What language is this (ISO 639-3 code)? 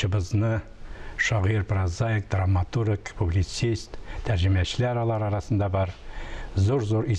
tat